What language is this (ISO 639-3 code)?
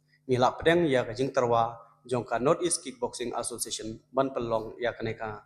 kha